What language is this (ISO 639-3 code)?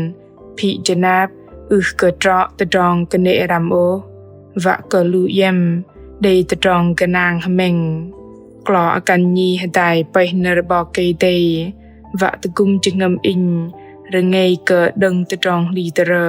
bdq